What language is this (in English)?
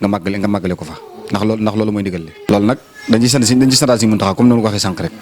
Wolof